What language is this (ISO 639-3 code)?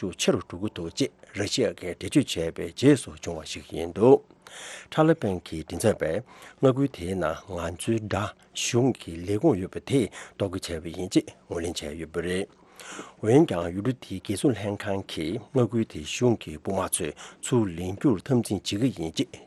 bod